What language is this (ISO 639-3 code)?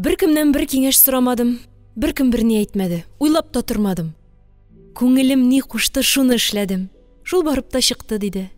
tat